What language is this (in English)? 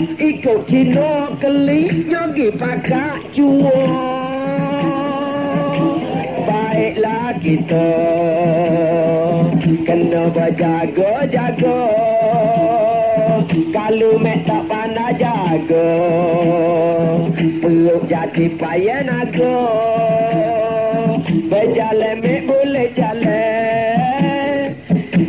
Pattani Malay